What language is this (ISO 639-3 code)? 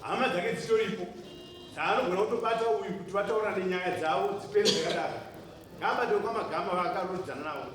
sna